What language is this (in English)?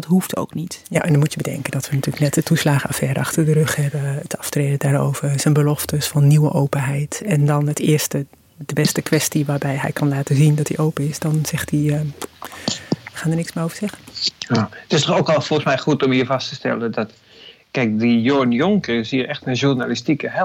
Dutch